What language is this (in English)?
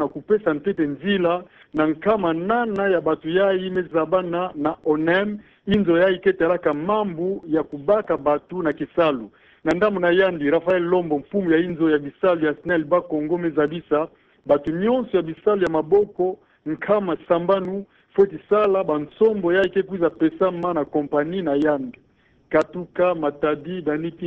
Kituba (Democratic Republic of Congo)